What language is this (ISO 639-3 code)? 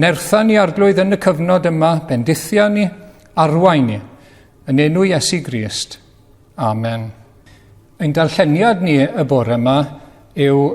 cym